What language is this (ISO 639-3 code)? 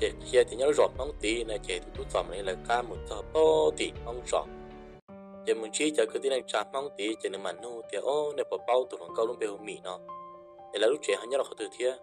hmn